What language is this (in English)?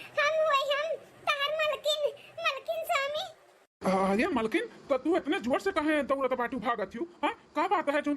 Awadhi